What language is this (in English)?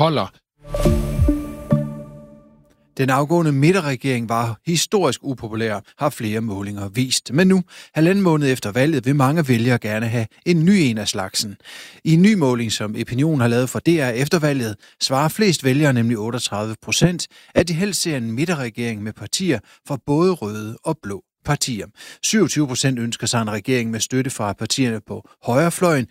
Danish